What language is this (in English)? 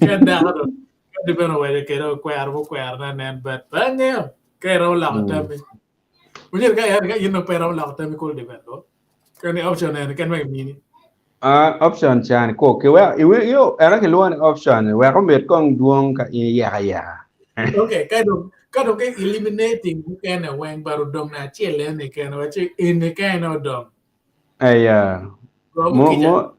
Acoli